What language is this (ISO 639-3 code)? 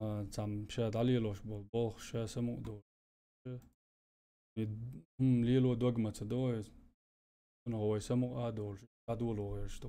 che